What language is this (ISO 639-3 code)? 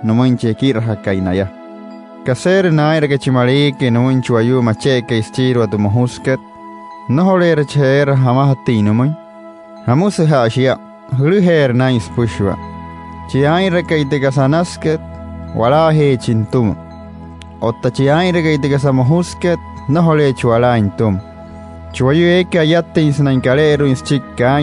guc